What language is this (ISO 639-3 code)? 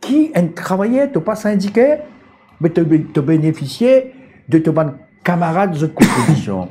mfe